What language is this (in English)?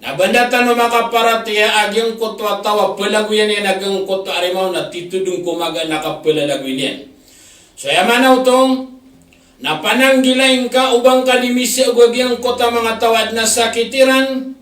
Maranao